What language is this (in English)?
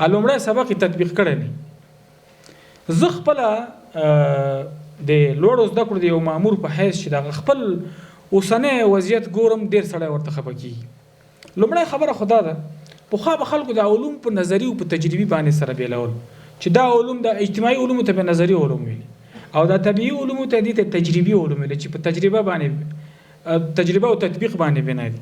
Pashto